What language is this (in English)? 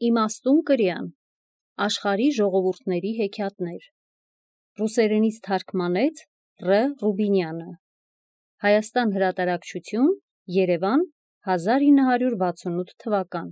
Armenian